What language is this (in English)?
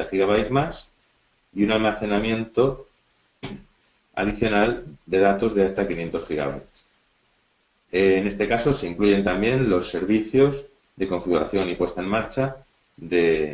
Spanish